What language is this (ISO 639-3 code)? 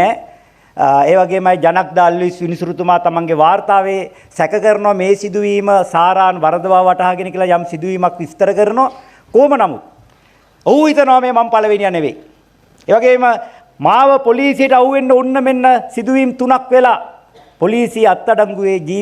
sin